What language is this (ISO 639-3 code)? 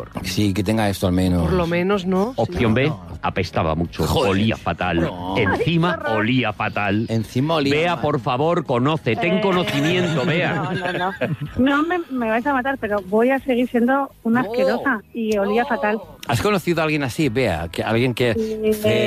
spa